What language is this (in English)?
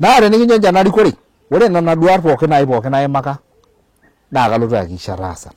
Masai